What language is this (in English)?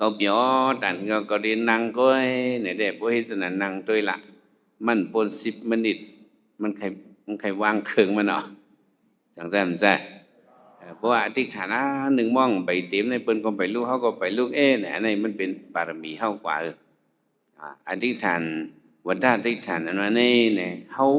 Shan